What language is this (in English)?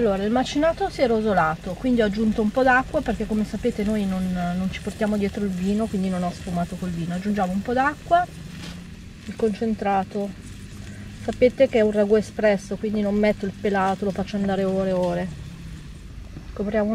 Italian